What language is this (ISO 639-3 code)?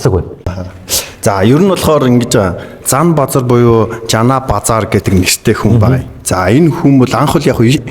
mon